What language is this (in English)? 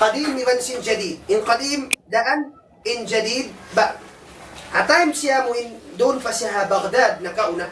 Tausug